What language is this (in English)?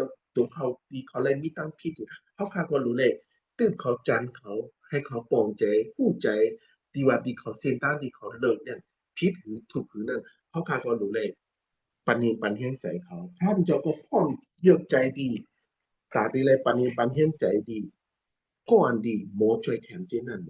Shan